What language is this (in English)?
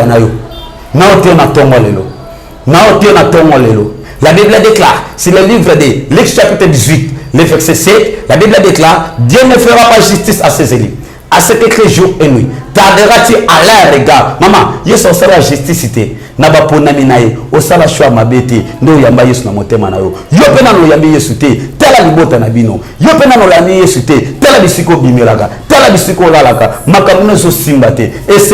Lingala